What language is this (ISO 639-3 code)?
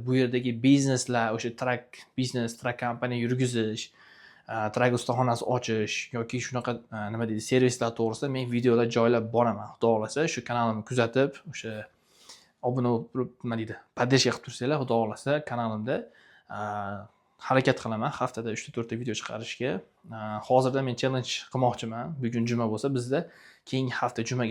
uzb